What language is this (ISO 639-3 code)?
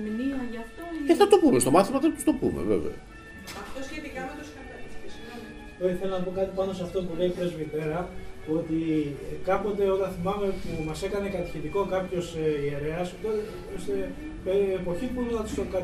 ell